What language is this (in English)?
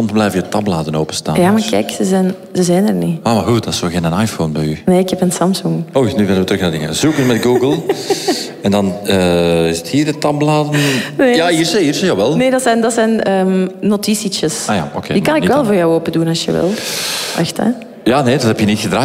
Dutch